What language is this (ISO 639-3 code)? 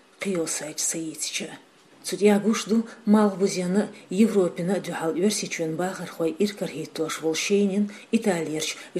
che